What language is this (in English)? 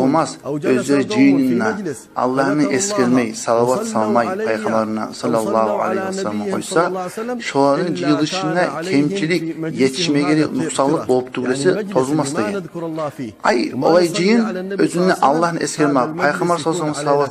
Kumyk